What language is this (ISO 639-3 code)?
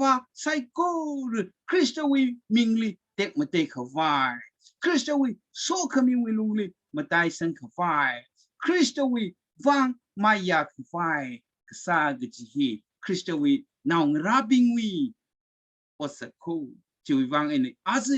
nmf